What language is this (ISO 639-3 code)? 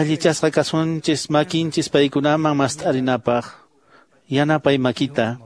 que